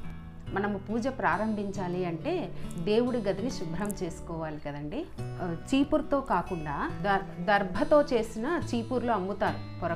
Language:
Telugu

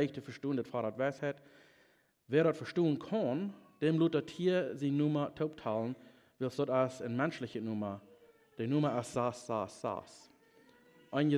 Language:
Plautdietsch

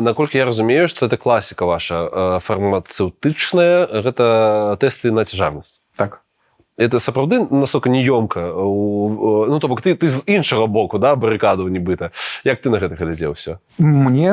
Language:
Belarusian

